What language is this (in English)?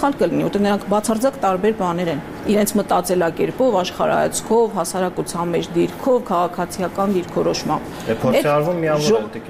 Armenian